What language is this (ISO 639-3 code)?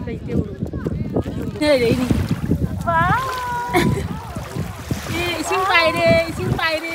mni